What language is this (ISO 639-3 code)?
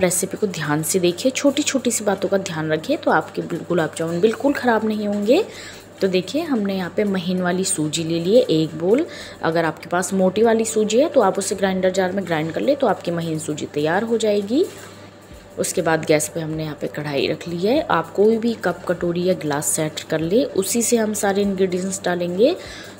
hin